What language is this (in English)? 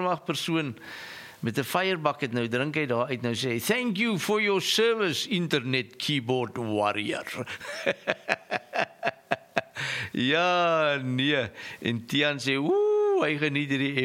Afrikaans